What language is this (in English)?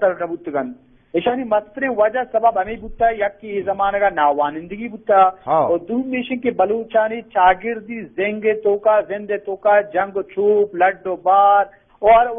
Eastern Balochi